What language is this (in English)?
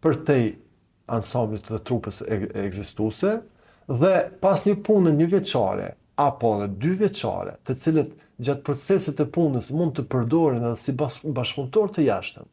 Albanian